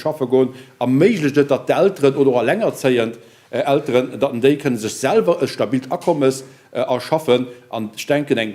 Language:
Luxembourgish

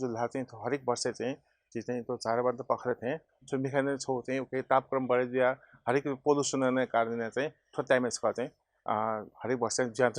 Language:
Newari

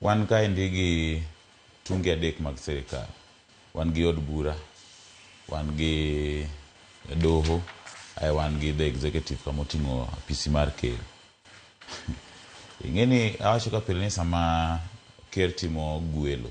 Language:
Luo (Kenya and Tanzania)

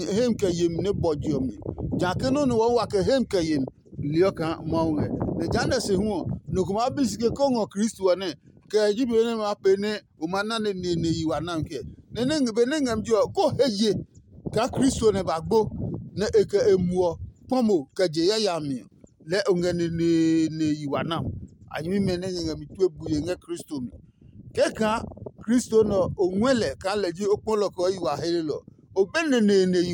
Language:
Adangme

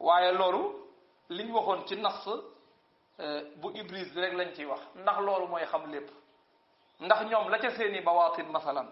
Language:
Wolof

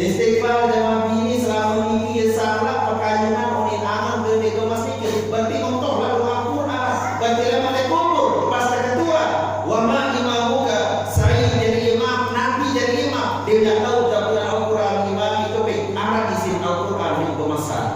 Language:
Sasak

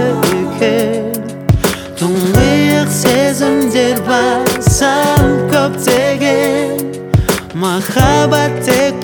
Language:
Kazakh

